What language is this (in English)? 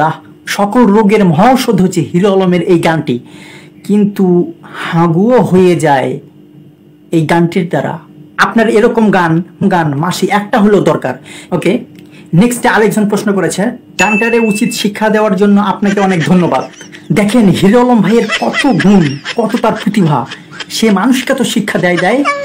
Bangla